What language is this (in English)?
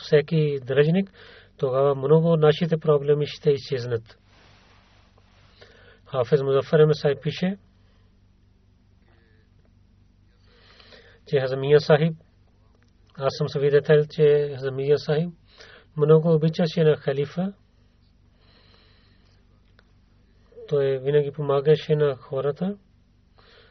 Bulgarian